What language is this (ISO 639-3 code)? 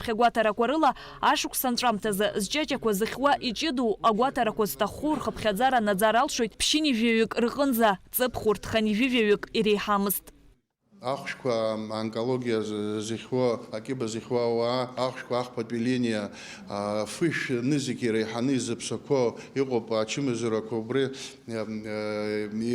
abk